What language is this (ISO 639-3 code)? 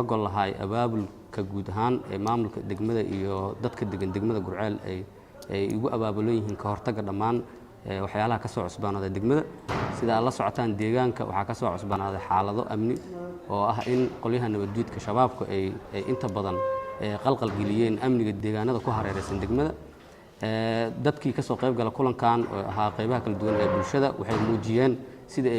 som